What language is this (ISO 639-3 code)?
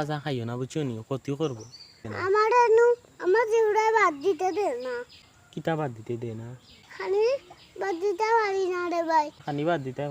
syl